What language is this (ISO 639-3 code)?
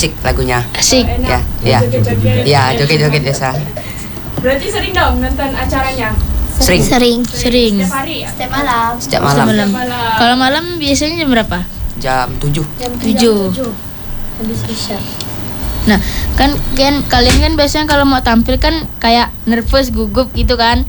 ind